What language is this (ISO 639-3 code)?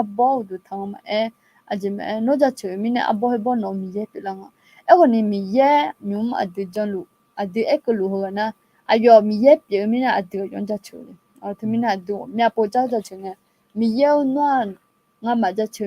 ahk